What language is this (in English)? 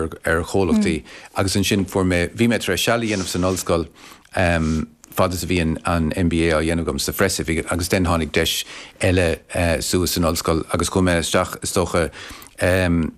Irish